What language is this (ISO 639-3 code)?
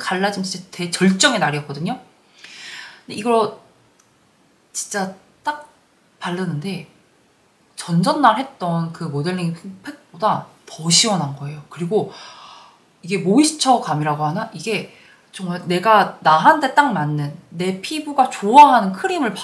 kor